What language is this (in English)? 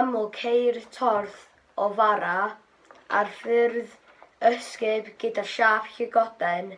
Welsh